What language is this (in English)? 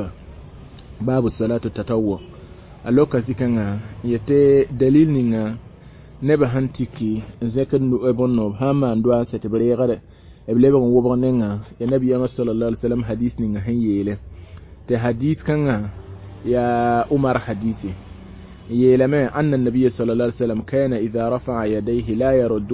Mossi